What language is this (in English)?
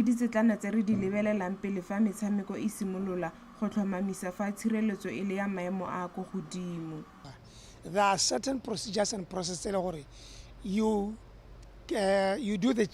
Tswana